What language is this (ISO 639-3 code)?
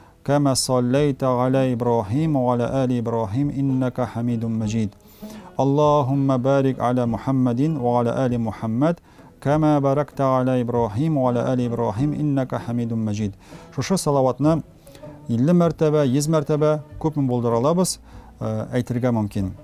tat